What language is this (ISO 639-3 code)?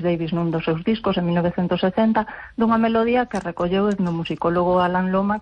glg